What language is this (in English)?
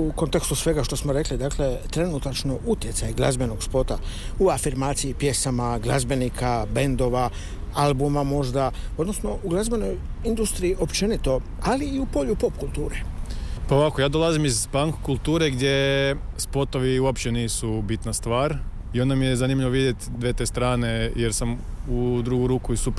Croatian